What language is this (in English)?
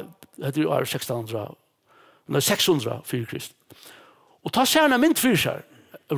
Faroese